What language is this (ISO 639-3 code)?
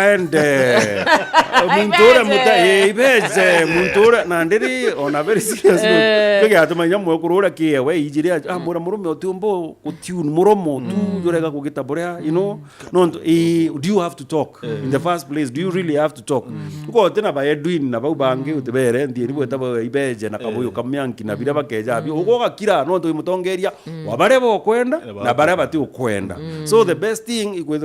mer